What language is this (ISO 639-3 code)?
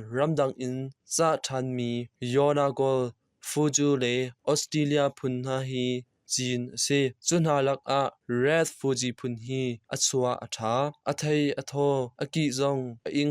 cnh